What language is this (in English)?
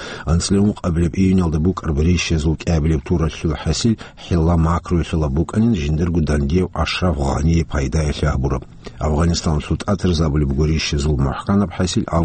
Avaric